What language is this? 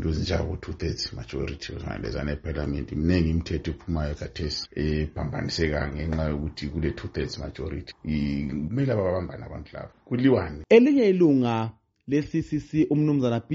North Ndebele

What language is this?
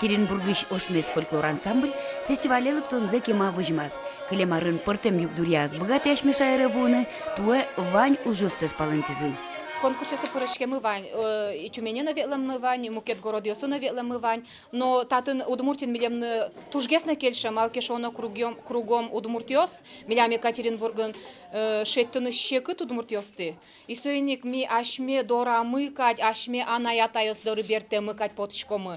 Udmurt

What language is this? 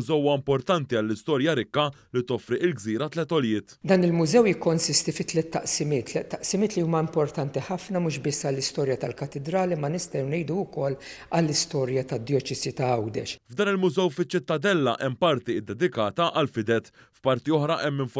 Maltese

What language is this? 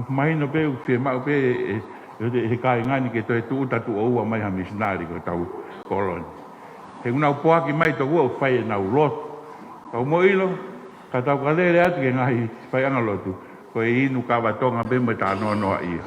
Tongan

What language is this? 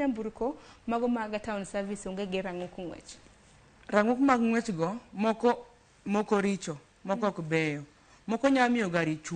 Luo (Kenya and Tanzania)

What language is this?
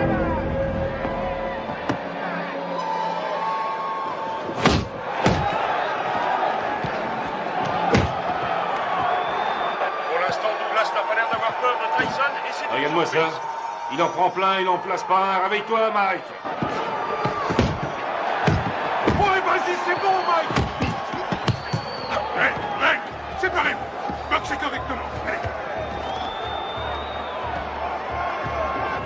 French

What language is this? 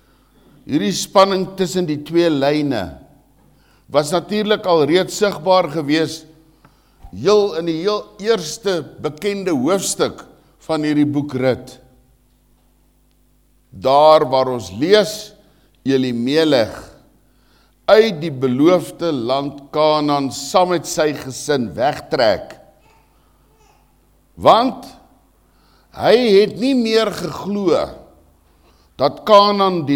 Afrikaans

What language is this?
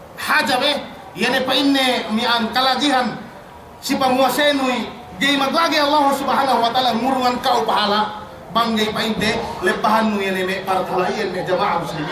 Yakan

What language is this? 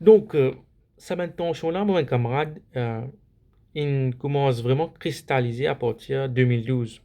Morisyen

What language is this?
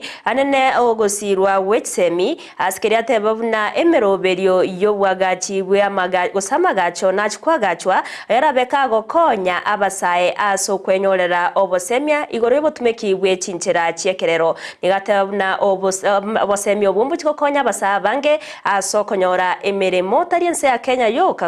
Gusii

